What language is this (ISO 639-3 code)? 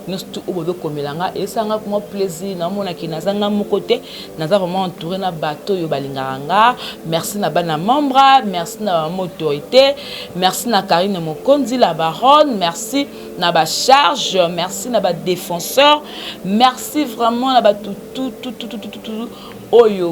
lin